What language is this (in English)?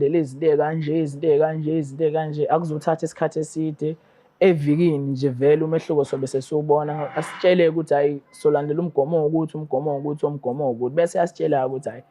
Zulu